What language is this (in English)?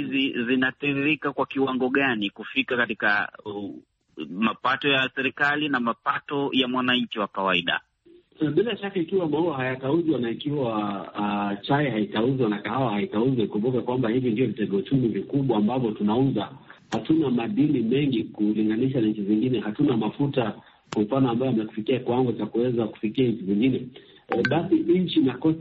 Swahili